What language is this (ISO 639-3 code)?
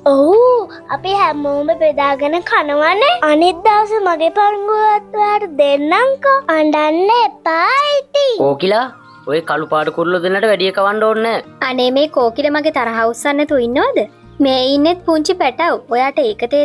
sin